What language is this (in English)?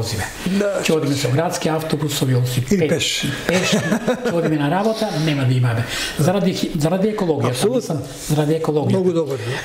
Macedonian